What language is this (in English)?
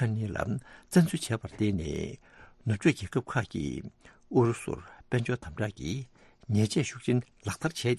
Tibetan